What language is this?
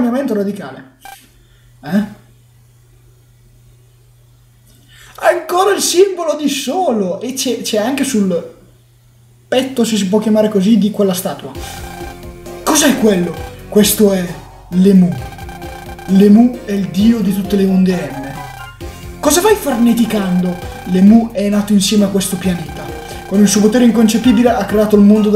Italian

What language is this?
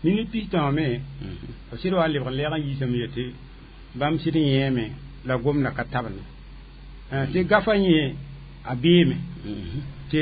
Mossi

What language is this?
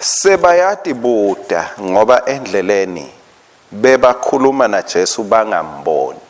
Swati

